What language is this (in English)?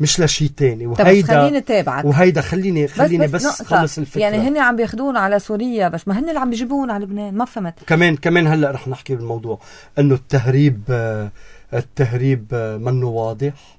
North Levantine Arabic